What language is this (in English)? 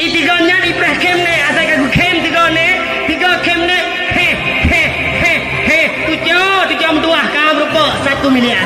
Achinese